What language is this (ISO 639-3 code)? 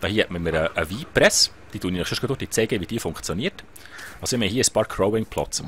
gsw